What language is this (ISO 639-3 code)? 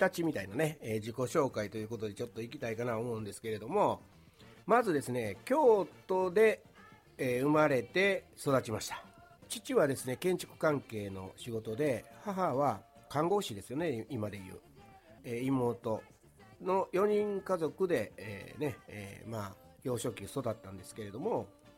jpn